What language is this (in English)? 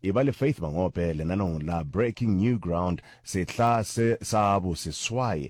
Northern Sotho